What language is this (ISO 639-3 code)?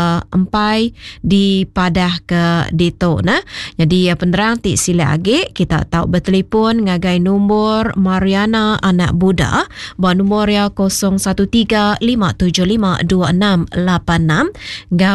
iba